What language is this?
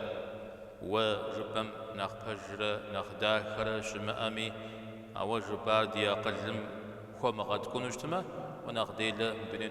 Kabardian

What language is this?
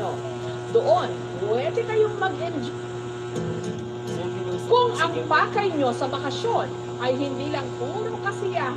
Filipino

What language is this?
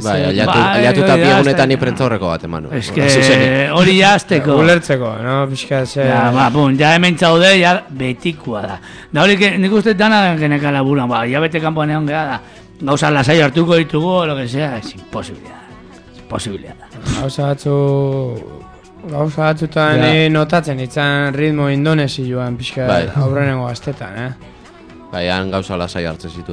Basque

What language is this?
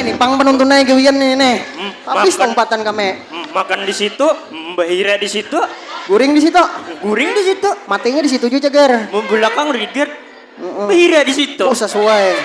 Banjar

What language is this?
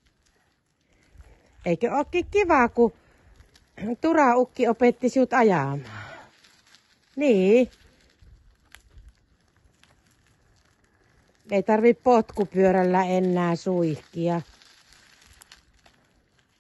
Finnish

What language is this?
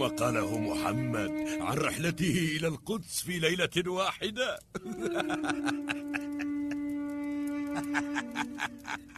Arabic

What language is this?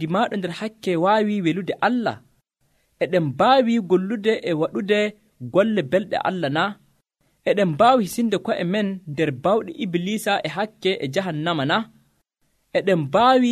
Nigerian Fulfulde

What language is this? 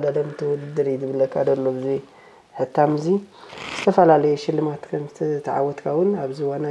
Tigrinya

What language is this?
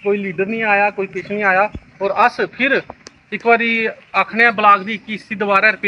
Dogri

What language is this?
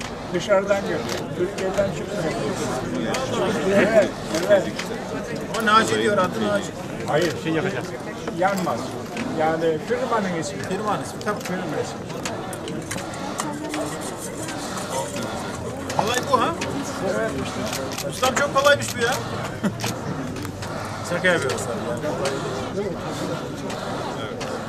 Turkish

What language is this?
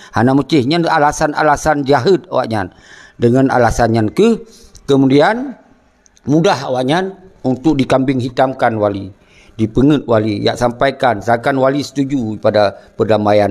Achinese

